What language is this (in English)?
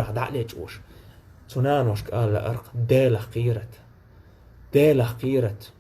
Chechen